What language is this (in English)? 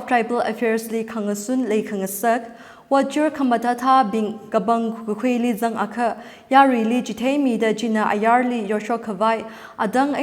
Tangkhul Naga (India)